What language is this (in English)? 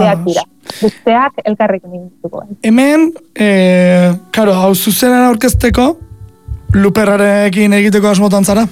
Basque